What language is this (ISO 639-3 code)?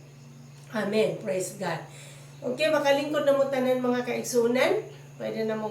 ceb